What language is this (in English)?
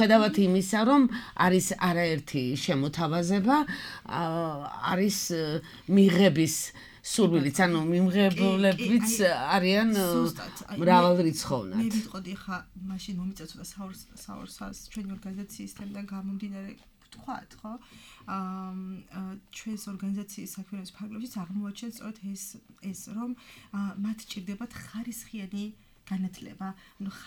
Georgian